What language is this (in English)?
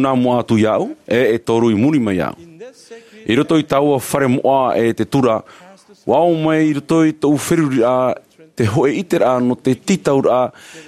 Tahitian